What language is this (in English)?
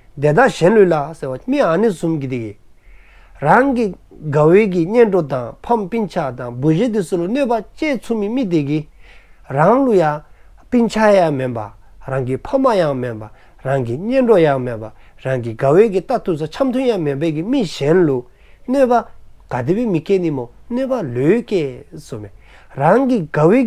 Dzongkha